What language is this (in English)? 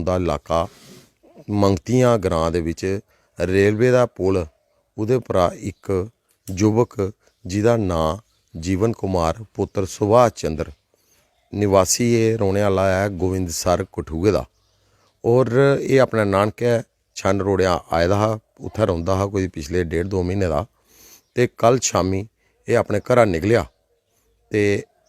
Dogri